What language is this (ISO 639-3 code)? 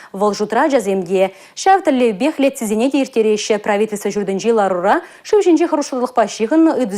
chv